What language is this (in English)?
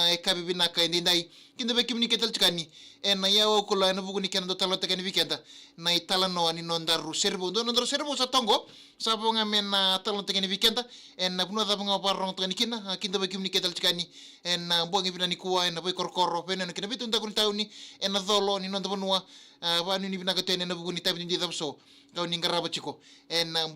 Fijian